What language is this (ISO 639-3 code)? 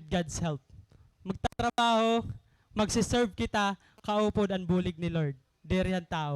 war